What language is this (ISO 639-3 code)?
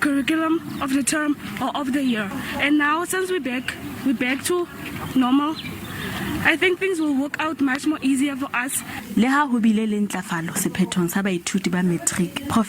sot